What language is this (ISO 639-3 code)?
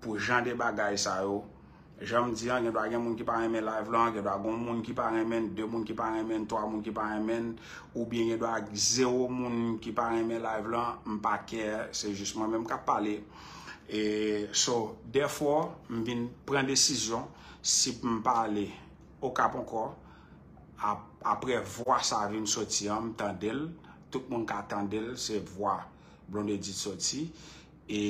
hat